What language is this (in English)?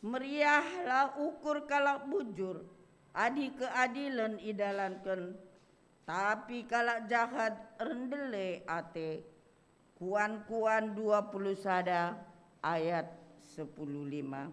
Batak Karo